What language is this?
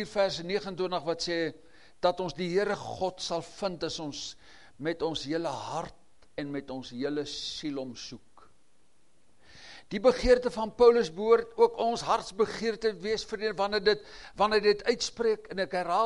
Afrikaans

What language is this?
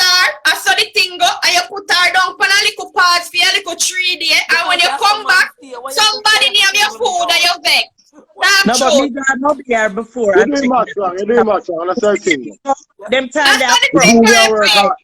Jamaican Creole English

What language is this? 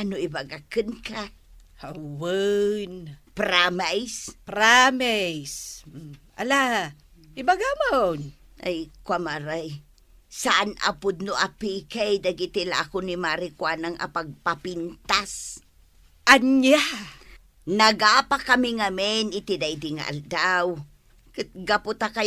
Iloko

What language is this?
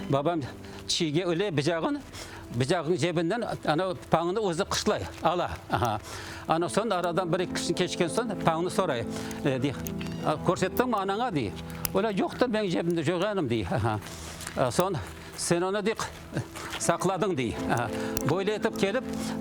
Crimean Tatar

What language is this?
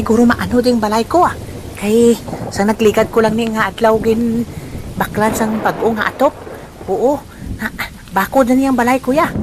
Hiligaynon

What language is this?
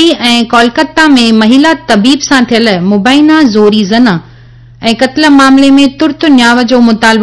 Sindhi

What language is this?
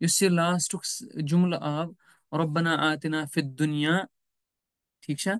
Kashmiri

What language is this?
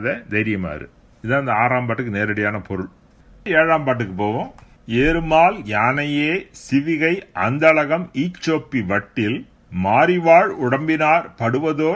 Tamil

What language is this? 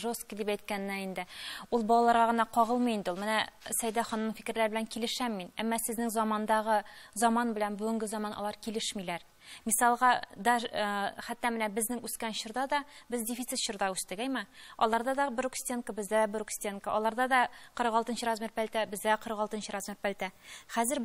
Tatar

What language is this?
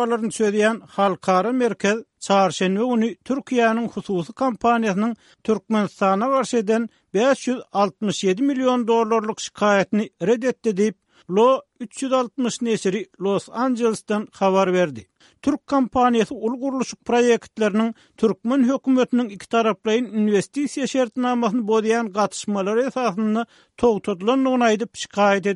Turkmen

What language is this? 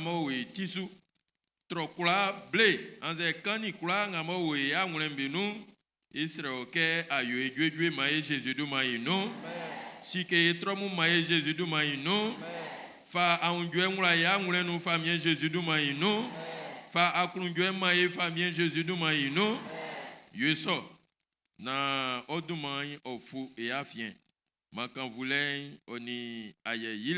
Baoulé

